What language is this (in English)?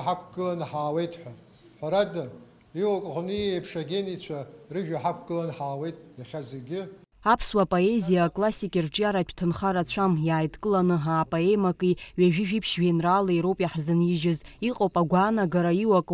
Abkhazian